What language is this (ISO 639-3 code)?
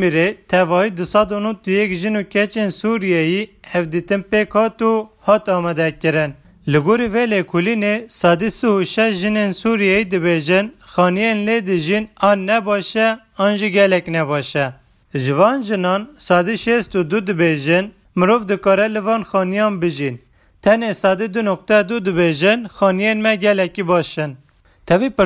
kur